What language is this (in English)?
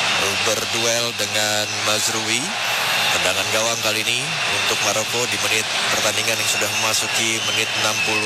Indonesian